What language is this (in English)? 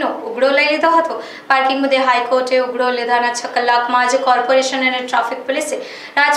Gujarati